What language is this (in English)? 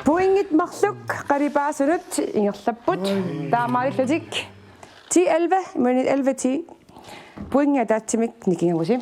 Kalaallisut